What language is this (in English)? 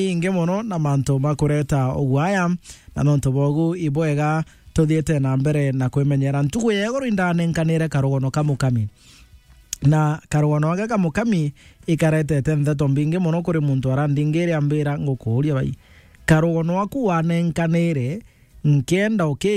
Meru